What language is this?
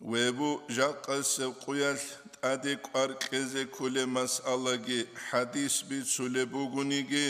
Avaric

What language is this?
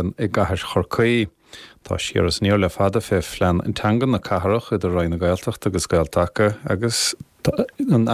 Irish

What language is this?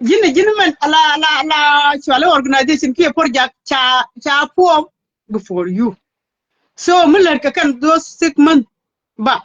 Nuer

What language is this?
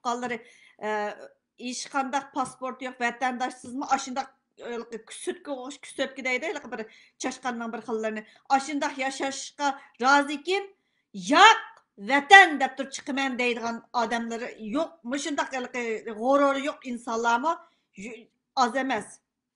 Uyghur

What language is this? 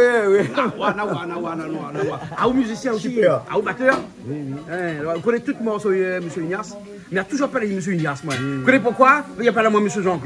Réunion Creole French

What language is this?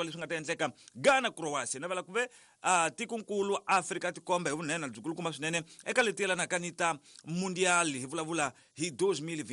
Tsonga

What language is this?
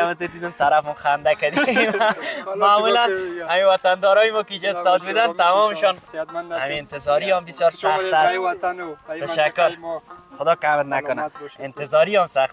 Persian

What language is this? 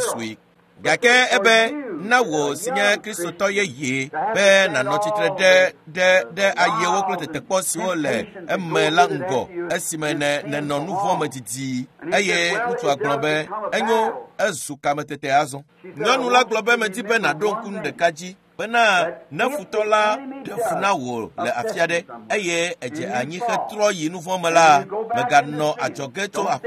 Ewe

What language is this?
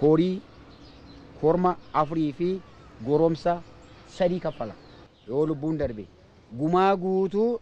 Oromo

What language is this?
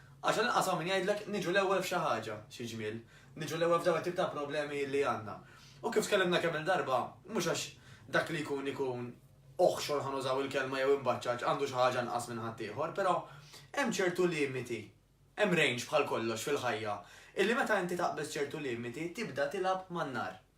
Maltese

